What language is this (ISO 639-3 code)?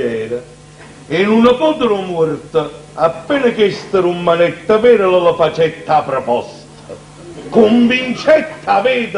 nap